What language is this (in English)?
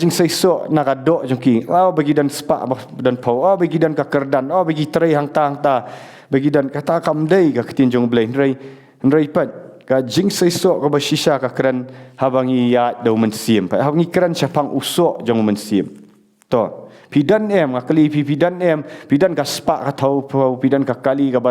Khasi